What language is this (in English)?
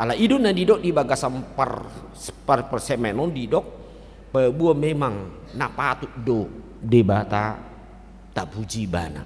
Batak Toba